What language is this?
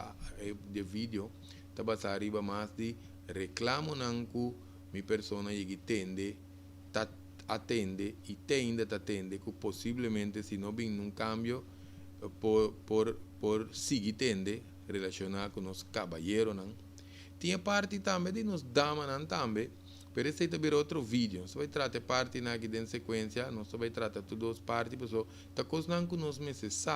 Papiamento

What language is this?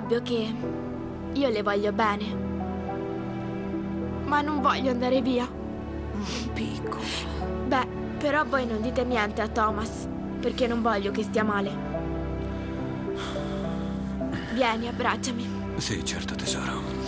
Italian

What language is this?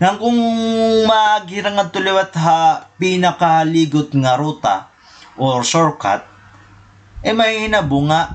Waray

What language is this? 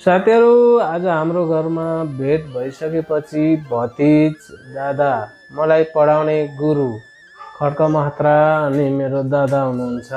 Nepali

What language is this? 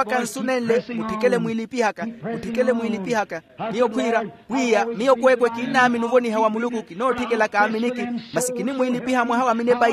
Makhuwa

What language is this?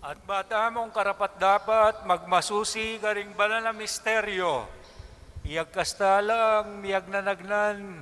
Pampanga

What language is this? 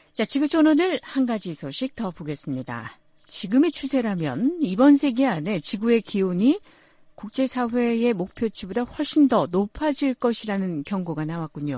Korean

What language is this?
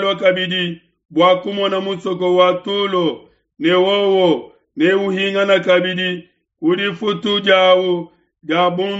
Luba-Lulua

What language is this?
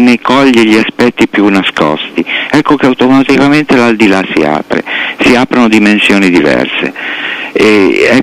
Italian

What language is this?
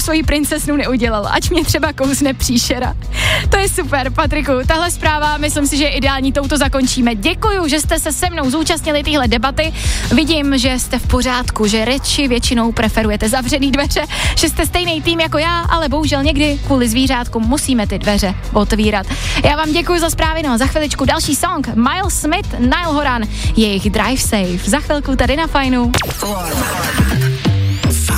Czech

